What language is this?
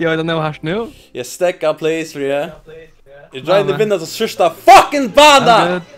Faroese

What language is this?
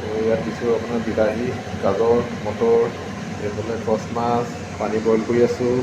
Assamese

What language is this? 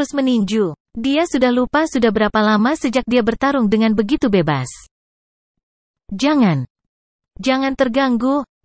Indonesian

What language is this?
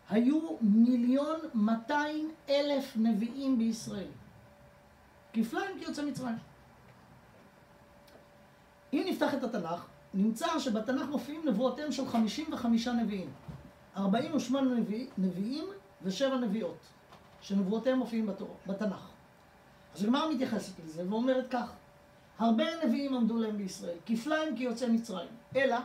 Hebrew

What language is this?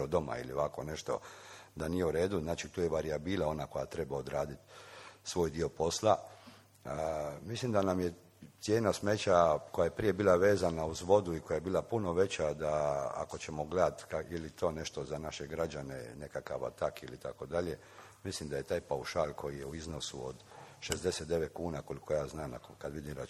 Croatian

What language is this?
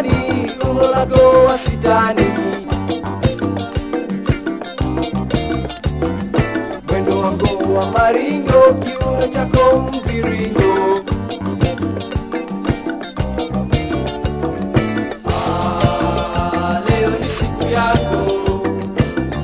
Swahili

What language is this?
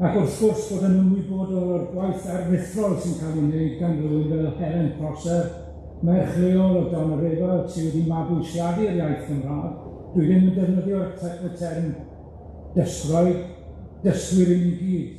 Welsh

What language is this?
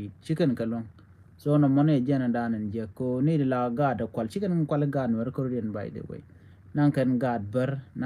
Nuer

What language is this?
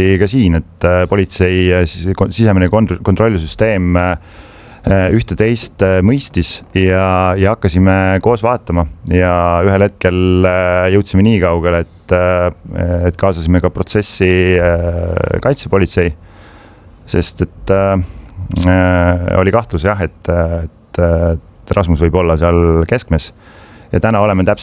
Estonian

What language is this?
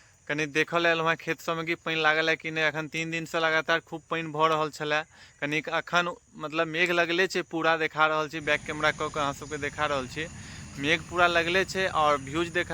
Maithili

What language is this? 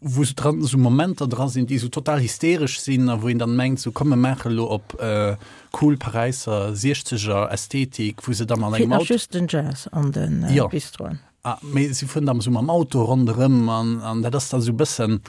Luxembourgish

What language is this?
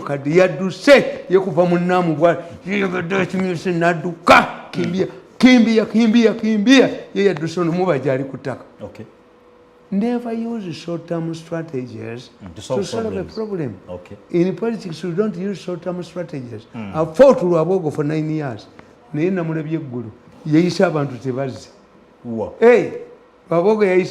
Ganda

